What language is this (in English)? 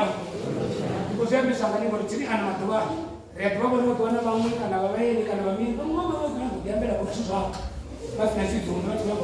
Venda